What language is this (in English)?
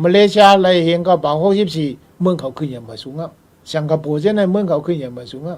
Shan